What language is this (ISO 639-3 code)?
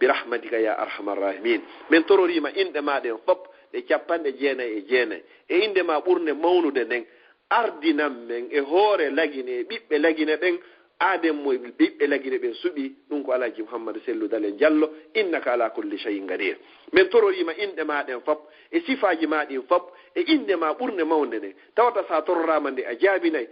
ful